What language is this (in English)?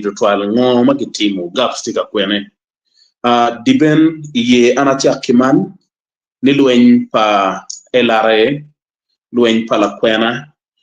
Acoli